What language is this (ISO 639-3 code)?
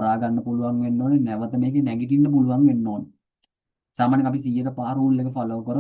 sin